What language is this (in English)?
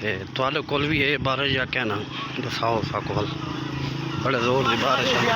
Saraiki